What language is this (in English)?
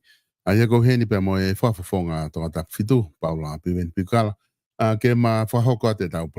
Tongan